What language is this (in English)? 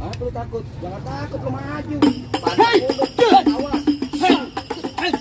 Betawi